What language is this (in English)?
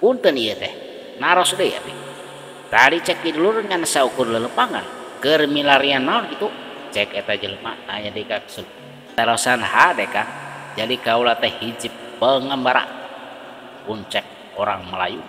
Sundanese